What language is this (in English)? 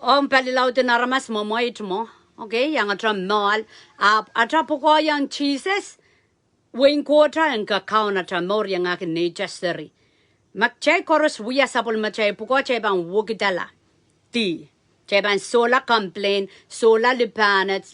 Pohnpeian